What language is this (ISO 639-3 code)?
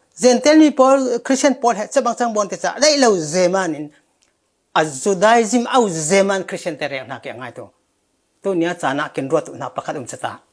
cfm